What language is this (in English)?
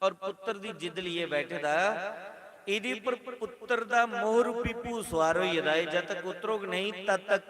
Dogri